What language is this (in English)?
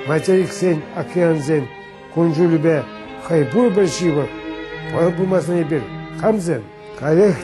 Chuvash